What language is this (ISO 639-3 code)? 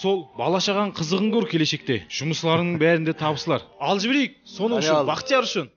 kaa